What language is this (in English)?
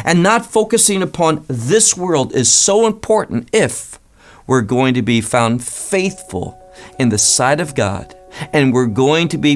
English